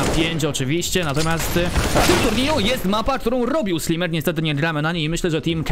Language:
Polish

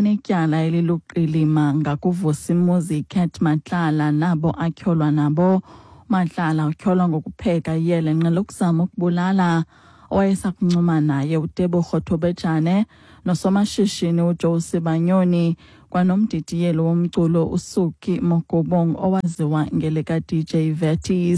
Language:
Xhosa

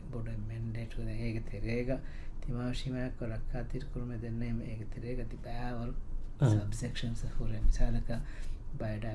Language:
Divehi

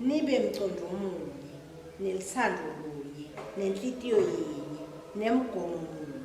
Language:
Swati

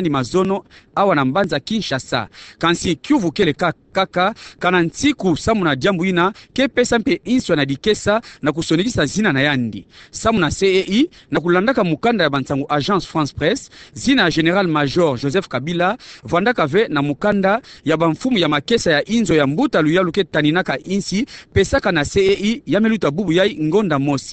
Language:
Kituba (Democratic Republic of Congo)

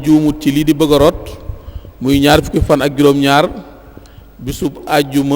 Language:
Wolof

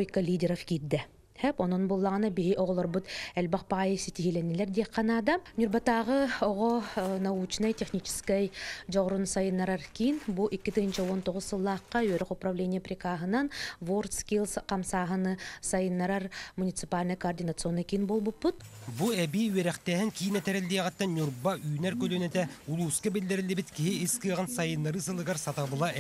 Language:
Yakut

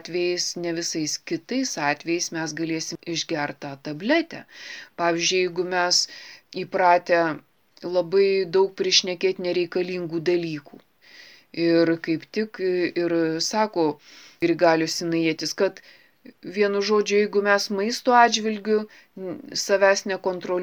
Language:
Lithuanian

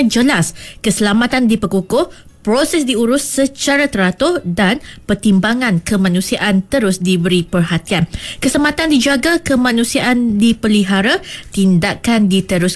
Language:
Iban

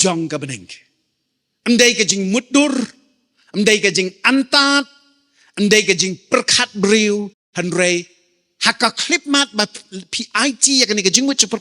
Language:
Khasi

